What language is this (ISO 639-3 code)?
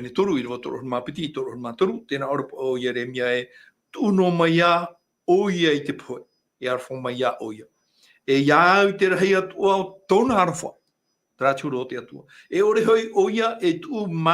tah